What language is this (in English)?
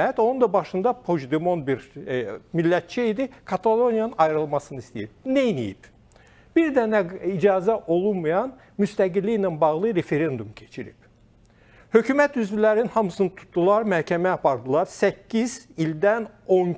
Azerbaijani